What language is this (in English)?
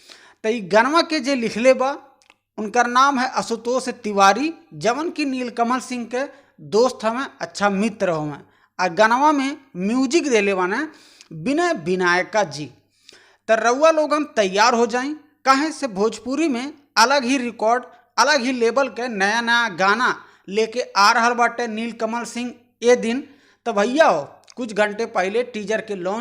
Bhojpuri